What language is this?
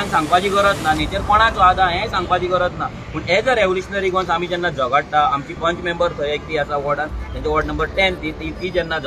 Konkani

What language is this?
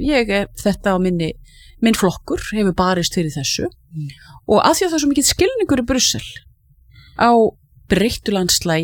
Icelandic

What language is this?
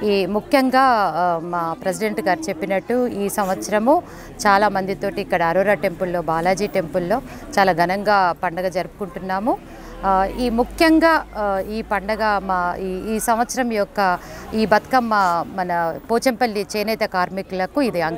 Telugu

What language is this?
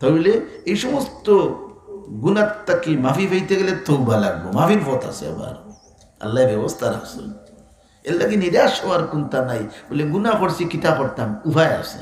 Sylheti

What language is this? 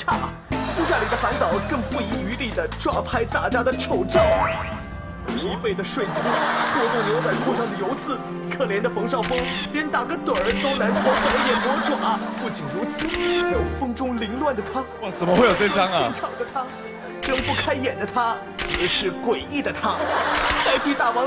Chinese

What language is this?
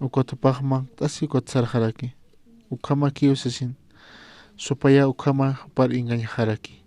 Aymara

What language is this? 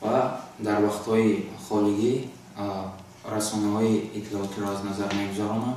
Tajik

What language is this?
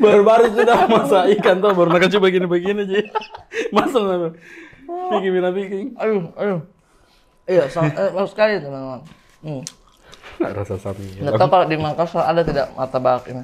Makassar Malay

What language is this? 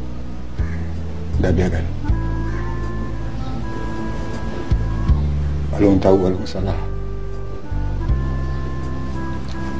Malay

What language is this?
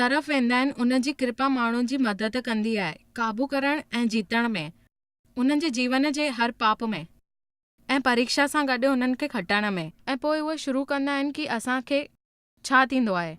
Sindhi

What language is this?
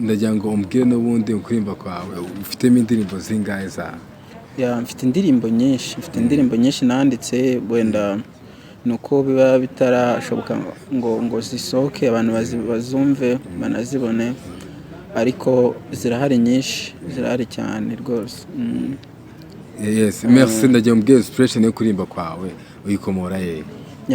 Kinyarwanda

